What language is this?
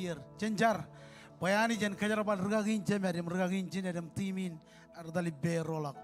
Marshallese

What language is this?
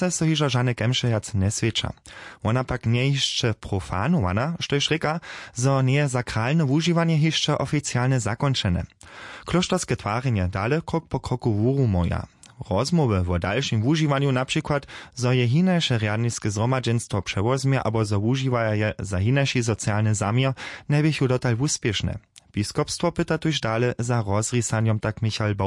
Upper Sorbian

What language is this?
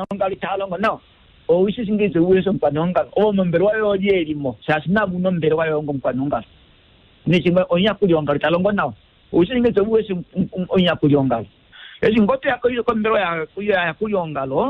Kuanyama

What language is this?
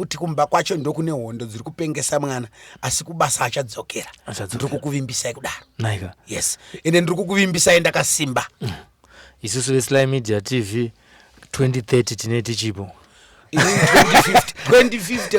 Shona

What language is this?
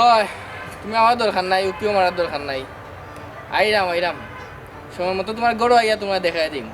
Sylheti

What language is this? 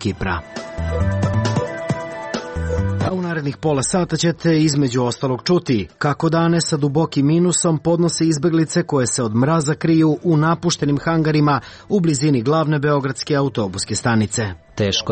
Serbian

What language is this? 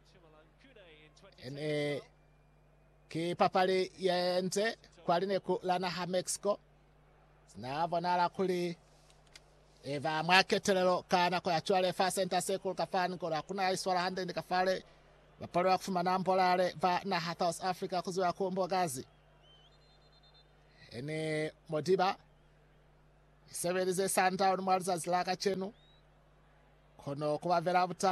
Lozi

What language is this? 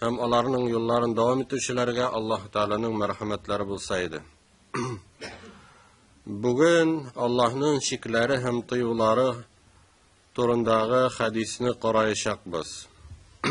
Tatar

